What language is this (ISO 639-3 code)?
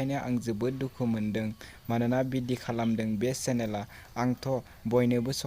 brx